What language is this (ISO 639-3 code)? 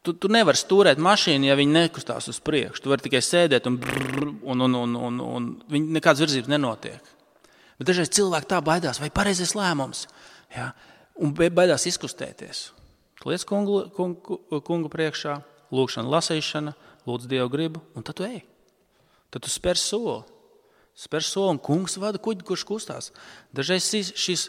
lav